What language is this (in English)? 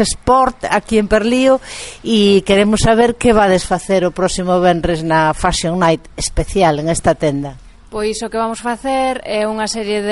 Galician